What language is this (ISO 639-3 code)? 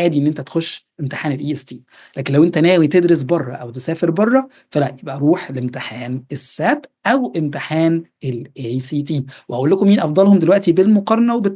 arz